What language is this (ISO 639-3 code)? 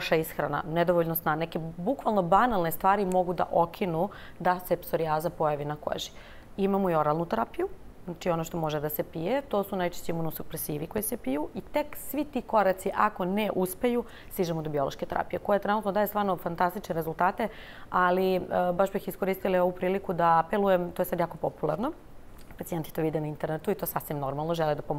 srp